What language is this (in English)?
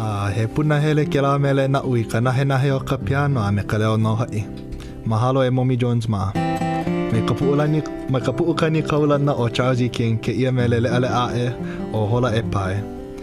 Hawaiian